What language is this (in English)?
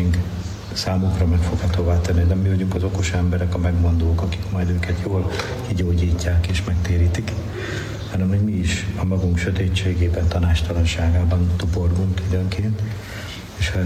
Hungarian